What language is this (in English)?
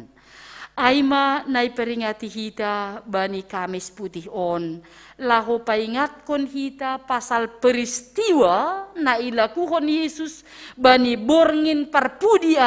Batak Simalungun